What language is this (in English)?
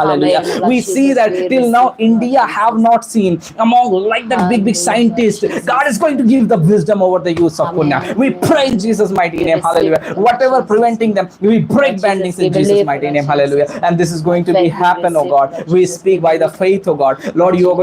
Konyak Naga